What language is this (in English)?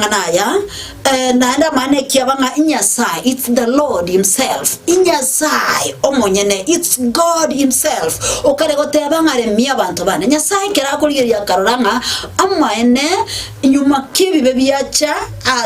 Gusii